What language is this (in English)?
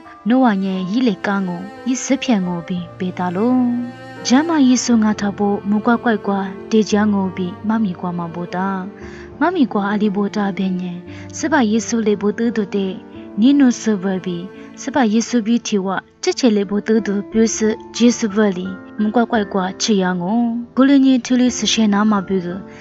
Lisu